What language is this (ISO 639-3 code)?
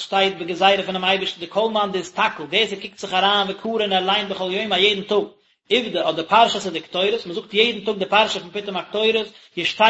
yid